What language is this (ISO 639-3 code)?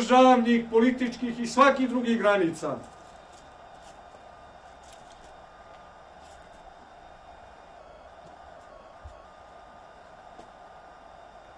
srp